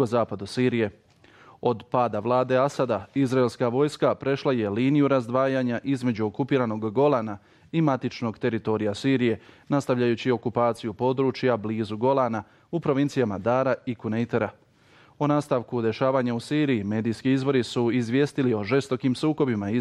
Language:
Bosnian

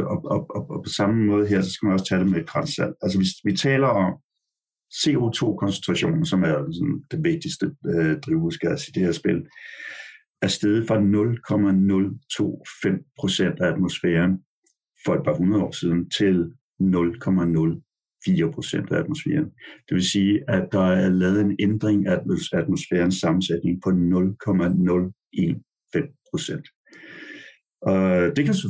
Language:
Danish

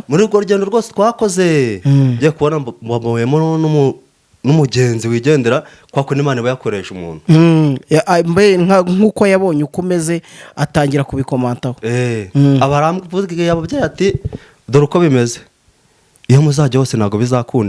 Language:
Kinyarwanda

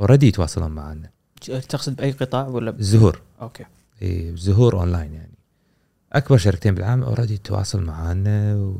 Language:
Gulf Arabic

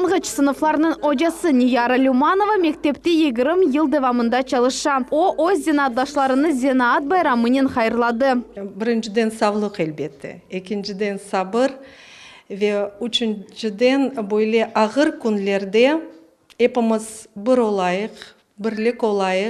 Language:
Crimean Tatar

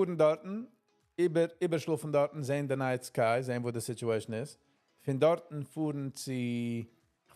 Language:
Yiddish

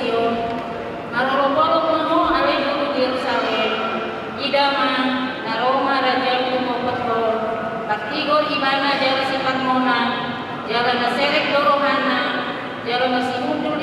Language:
Batak Toba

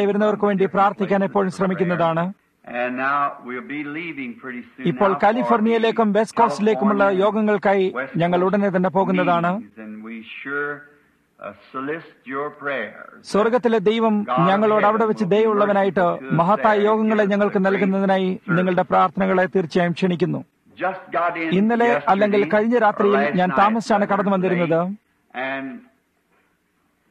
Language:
Malayalam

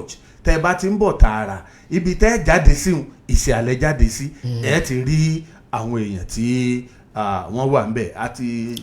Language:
Yoruba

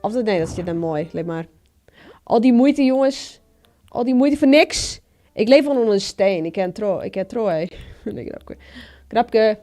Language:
Western Frisian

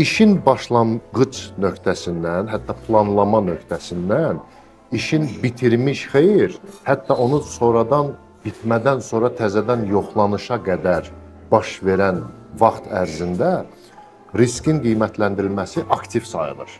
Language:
Azerbaijani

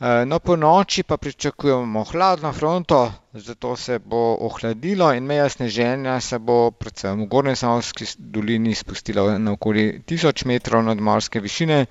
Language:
Slovenian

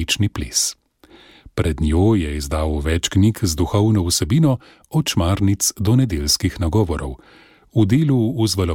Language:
Slovenian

